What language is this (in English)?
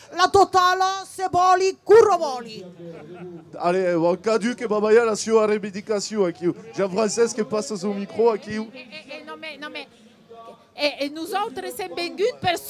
Occitan